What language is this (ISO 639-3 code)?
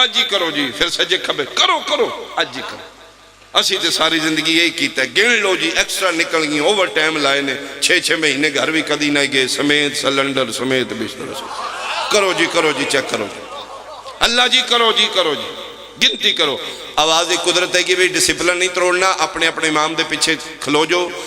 phr